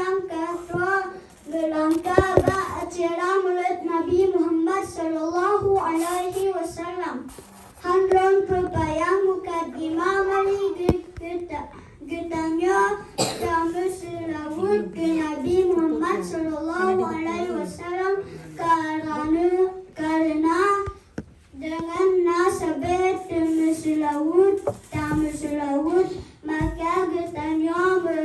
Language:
Achinese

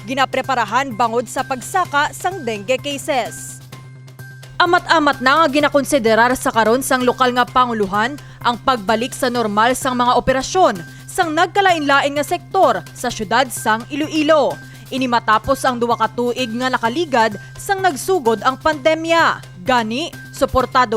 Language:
Hiligaynon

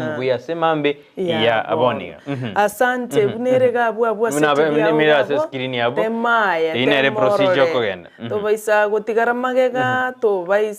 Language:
Gusii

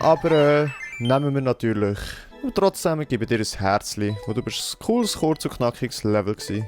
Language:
Swiss German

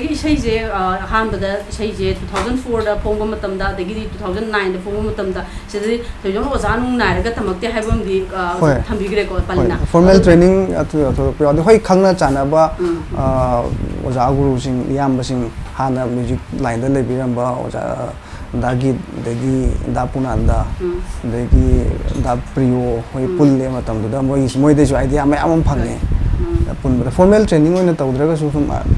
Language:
Manipuri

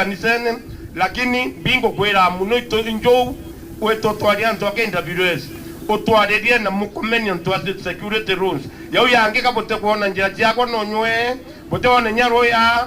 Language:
Meru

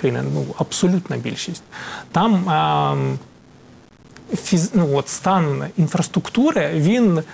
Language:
Ukrainian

